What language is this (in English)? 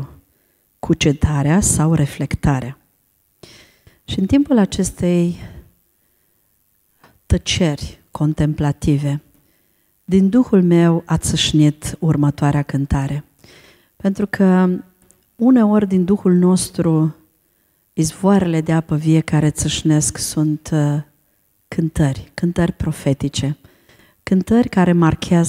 Romanian